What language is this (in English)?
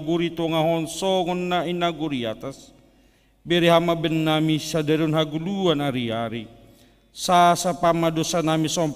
Batak Simalungun